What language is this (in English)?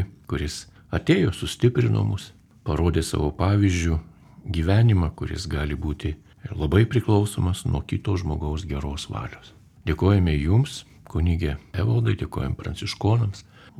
Lithuanian